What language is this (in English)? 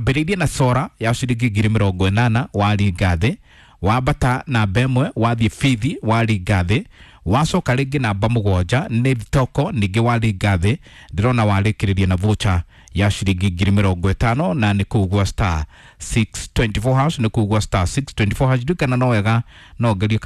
Kikuyu